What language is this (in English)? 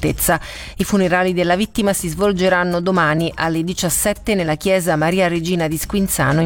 Italian